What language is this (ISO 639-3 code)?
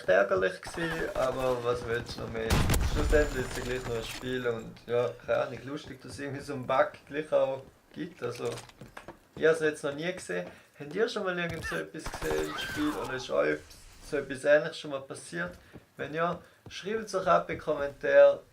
gsw